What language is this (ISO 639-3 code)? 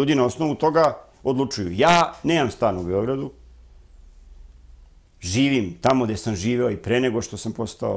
srp